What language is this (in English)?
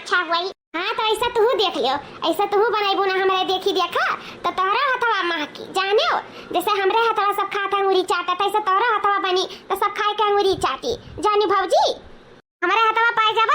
Awadhi